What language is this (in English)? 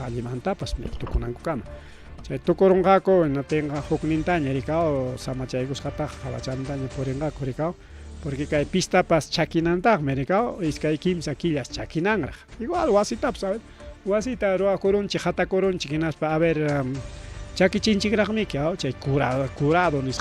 Ayacucho Quechua